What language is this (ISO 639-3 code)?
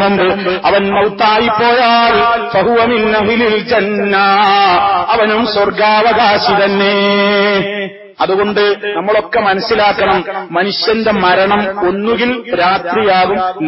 mal